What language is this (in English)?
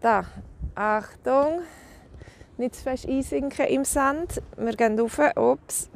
Swiss German